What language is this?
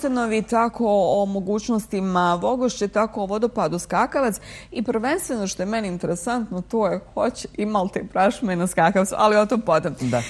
Bosnian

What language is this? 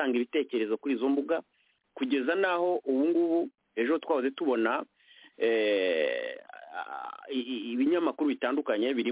Kinyarwanda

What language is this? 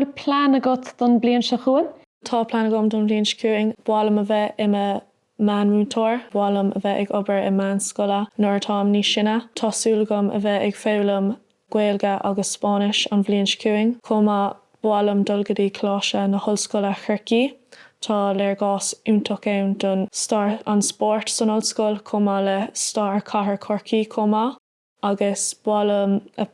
Irish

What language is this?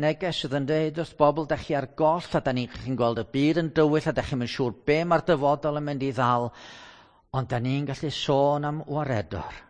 Welsh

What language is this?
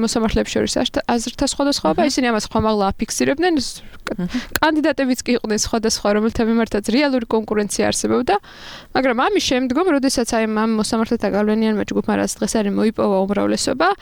Georgian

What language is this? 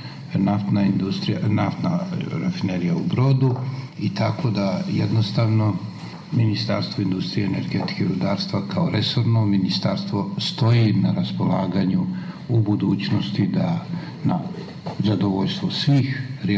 Croatian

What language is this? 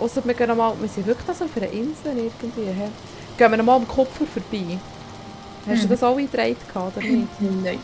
Swiss German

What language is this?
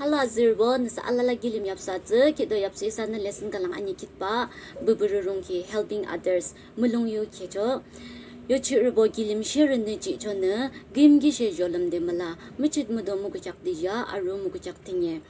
Yimchungru Naga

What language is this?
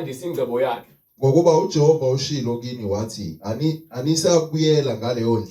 Zulu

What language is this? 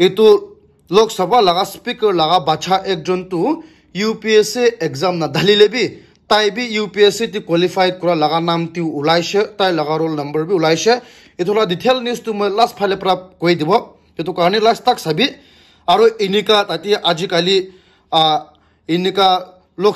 Naga Pidgin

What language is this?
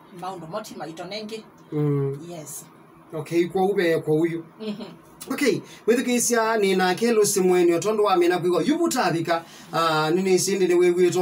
Kamba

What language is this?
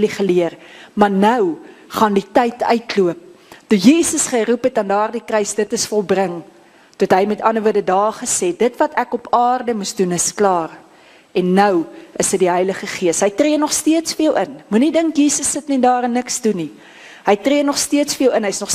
Afrikaans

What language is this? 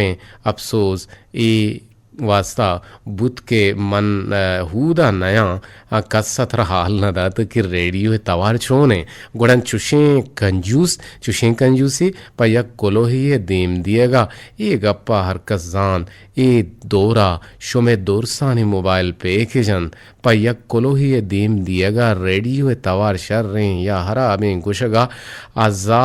Eastern Balochi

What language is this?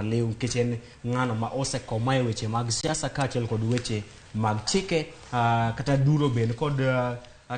Luo (Kenya and Tanzania)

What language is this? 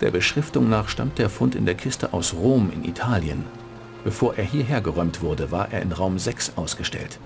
Bavarian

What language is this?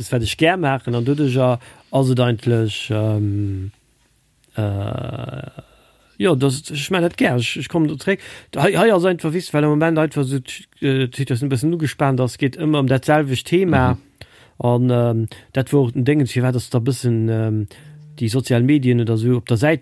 Luxembourgish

